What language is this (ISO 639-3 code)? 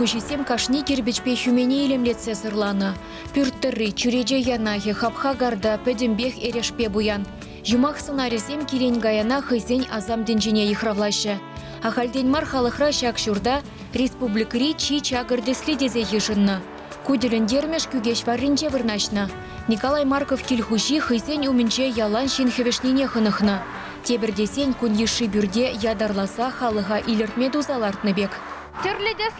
chv